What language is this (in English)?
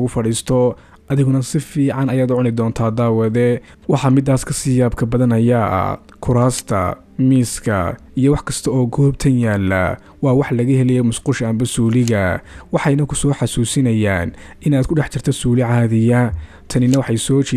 Somali